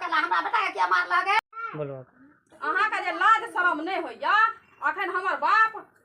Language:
Maithili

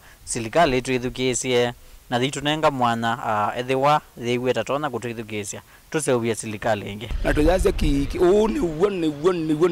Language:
Kamba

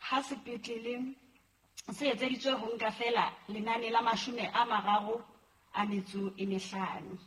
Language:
Southern Sotho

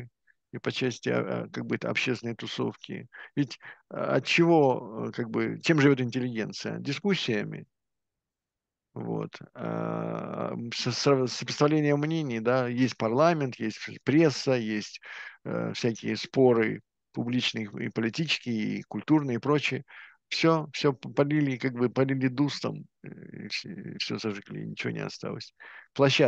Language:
Russian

